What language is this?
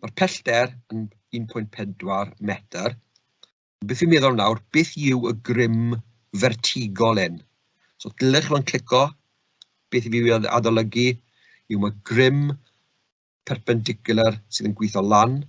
Welsh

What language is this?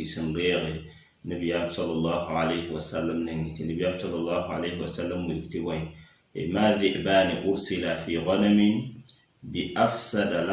Mossi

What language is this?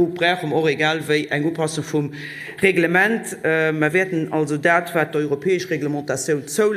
Luxembourgish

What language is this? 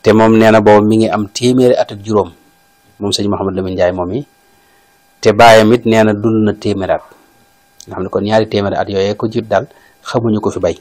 Wolof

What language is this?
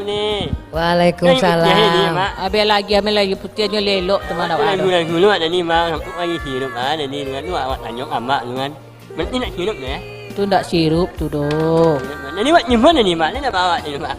Minangkabau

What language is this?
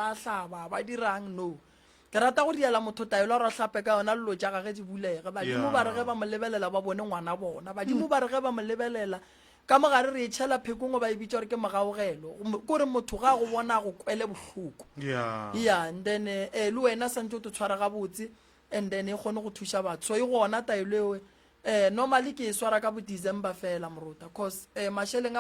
Northern Sotho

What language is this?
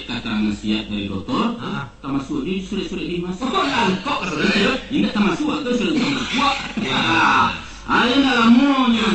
Minangkabau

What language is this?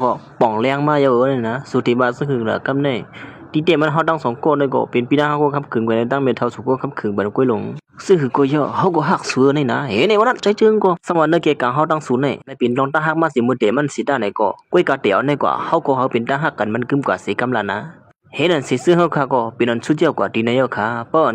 Shan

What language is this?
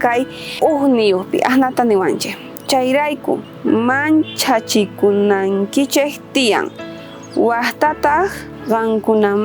South Bolivian Quechua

